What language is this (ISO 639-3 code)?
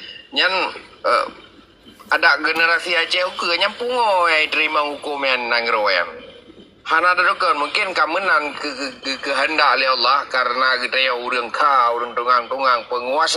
ace